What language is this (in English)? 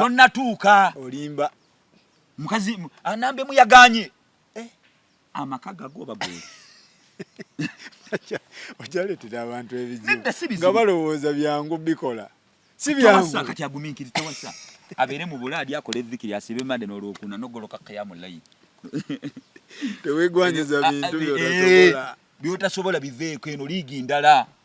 Ganda